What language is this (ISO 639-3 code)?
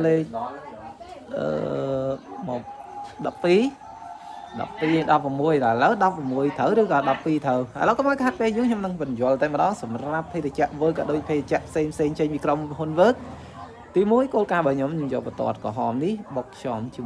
khm